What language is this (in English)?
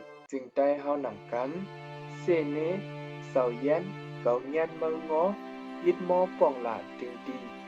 Shan